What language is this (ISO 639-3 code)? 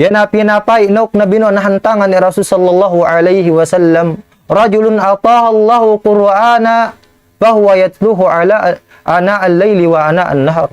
tsg